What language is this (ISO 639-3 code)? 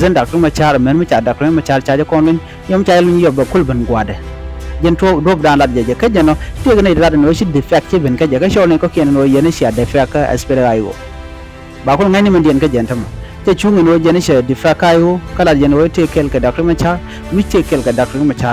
nus